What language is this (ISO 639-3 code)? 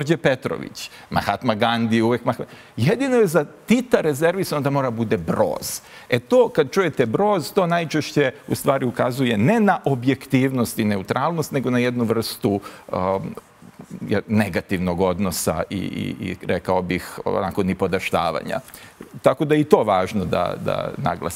srp